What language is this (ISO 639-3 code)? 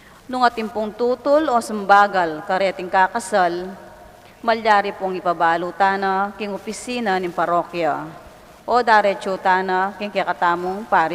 pam